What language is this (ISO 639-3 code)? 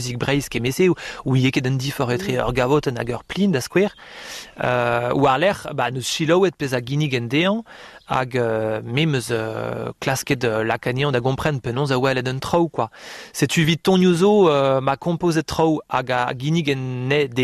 bre